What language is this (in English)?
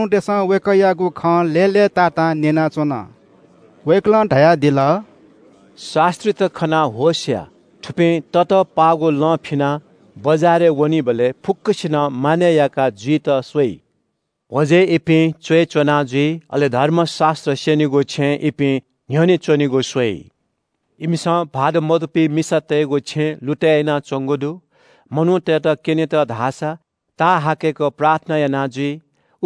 Newari